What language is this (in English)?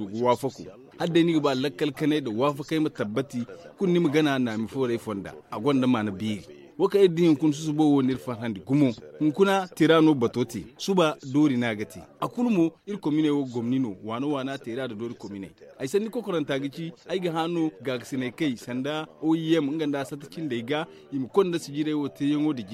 Zarma